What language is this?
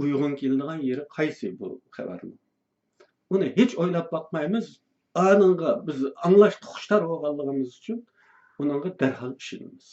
Uyghur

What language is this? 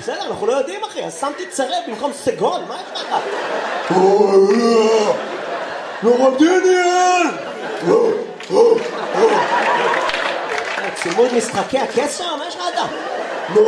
Hebrew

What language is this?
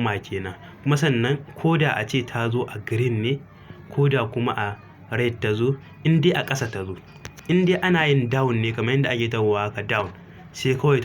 Hausa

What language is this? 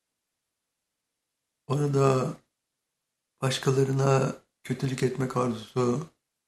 Turkish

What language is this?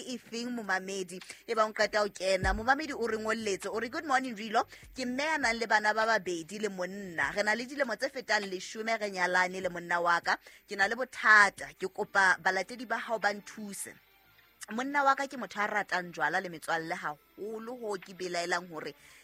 Southern Sotho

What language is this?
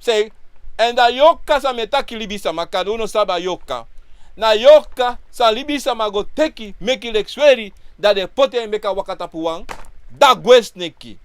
Sranan Tongo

